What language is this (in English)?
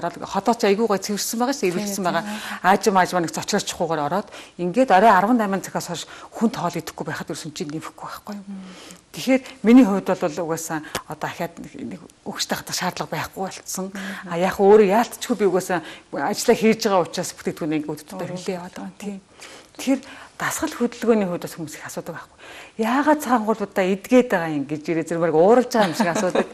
Mongolian